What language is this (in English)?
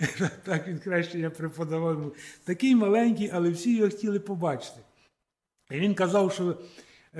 Ukrainian